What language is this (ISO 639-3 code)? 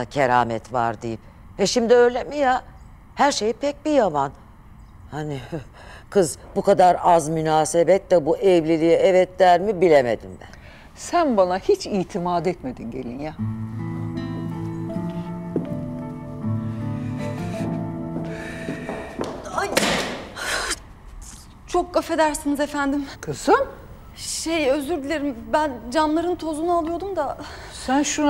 tur